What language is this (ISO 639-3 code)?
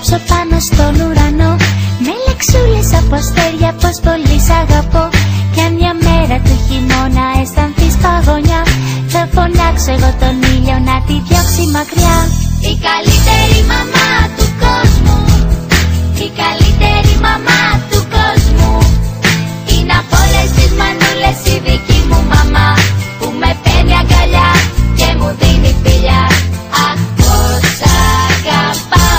ell